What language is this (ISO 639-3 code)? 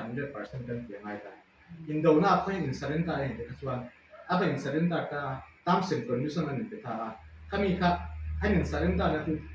lus